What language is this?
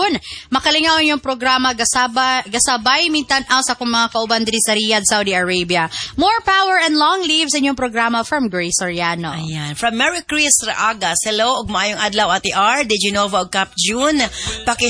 Cebuano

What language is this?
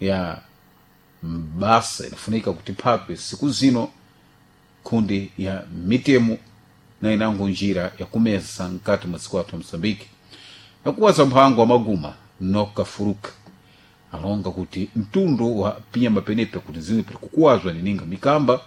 Sena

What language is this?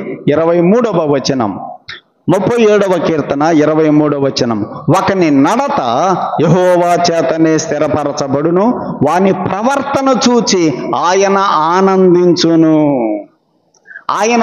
Telugu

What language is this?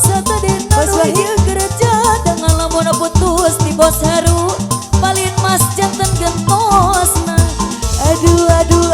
Sundanese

